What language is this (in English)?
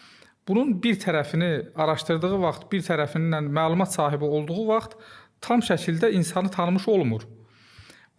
Azerbaijani